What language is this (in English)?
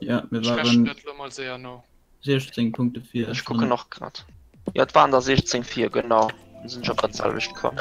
Luxembourgish